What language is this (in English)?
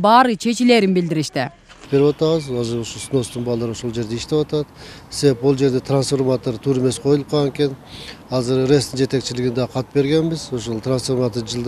Kyrgyz